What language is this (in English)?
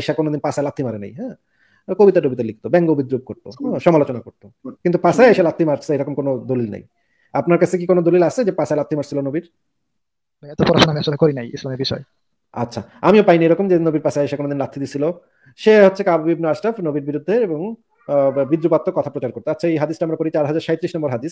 Bangla